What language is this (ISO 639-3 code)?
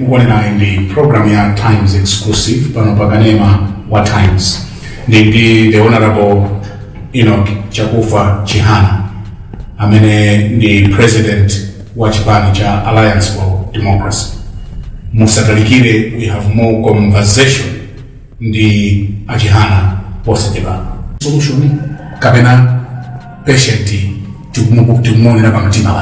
nya